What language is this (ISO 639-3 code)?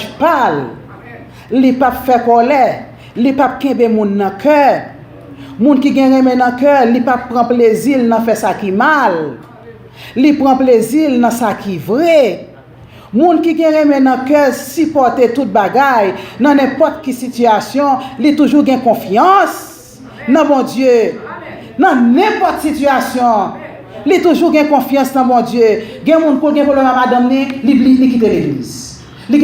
hat